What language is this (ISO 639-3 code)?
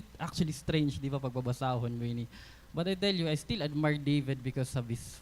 war